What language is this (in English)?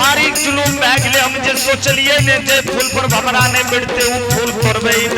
Angika